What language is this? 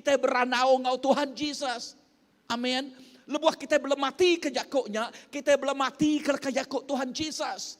Iban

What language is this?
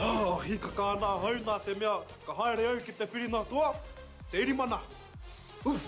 Māori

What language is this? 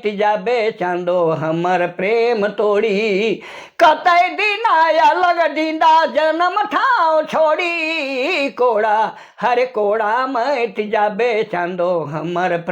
Sadri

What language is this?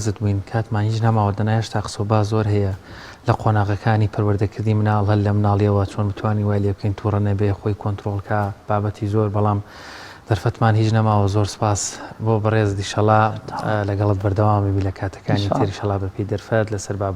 Central Kurdish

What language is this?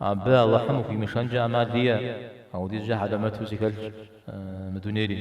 Kabardian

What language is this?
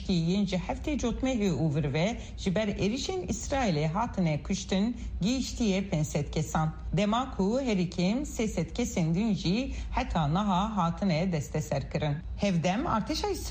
Kurdish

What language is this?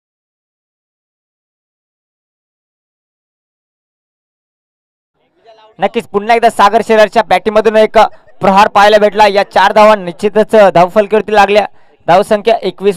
Marathi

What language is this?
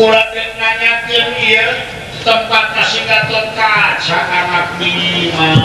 Sundanese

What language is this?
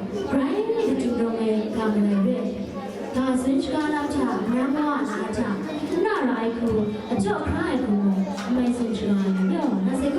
Kachin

